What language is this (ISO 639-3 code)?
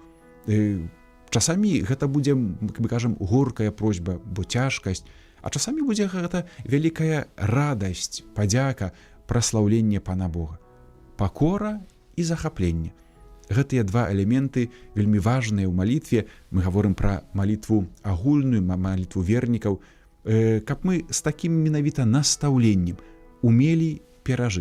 bel